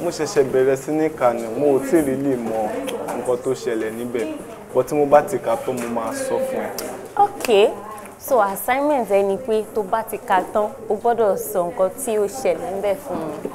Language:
Yoruba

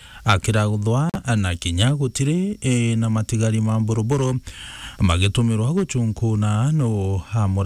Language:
Meru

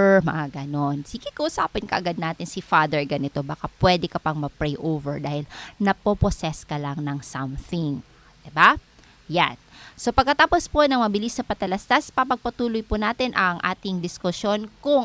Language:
Filipino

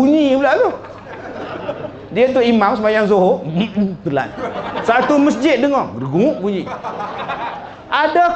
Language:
Malay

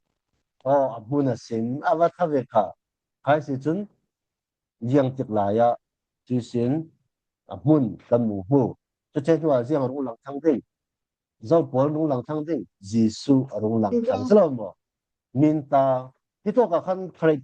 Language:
Falam Chin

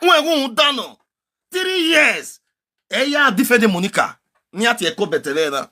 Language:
Nigerian Pidgin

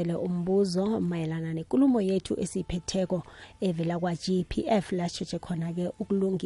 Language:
South Ndebele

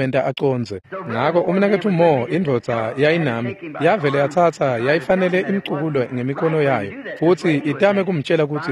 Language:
Swati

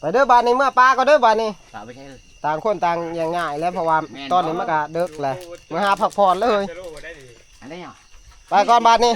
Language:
Northeastern Thai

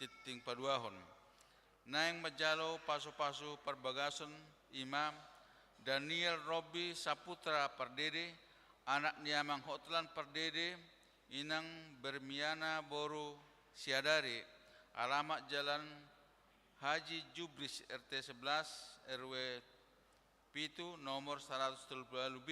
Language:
Batak Toba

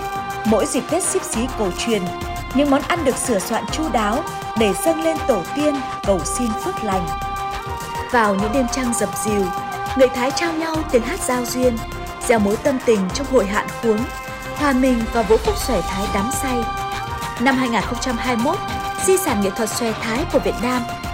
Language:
Vietnamese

